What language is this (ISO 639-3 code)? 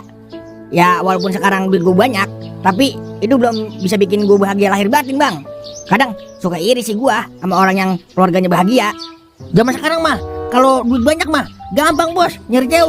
bew